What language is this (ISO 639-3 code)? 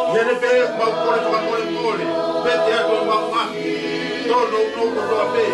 ton